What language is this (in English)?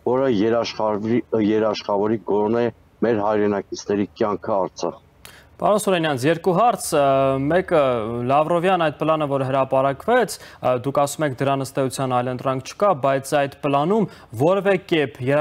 Armenian